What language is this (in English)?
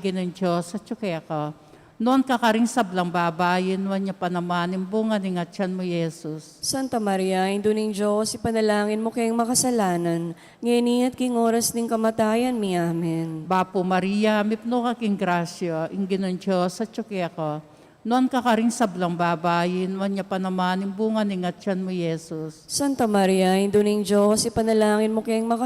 Pampanga